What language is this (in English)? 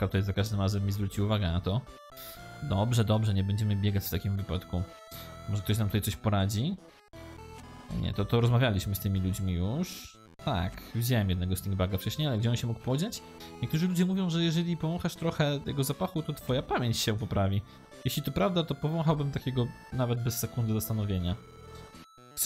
Polish